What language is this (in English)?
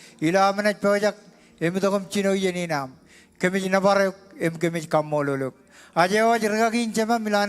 Marshallese